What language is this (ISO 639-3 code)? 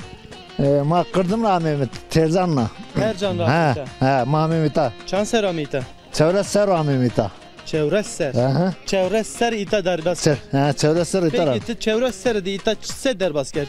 zza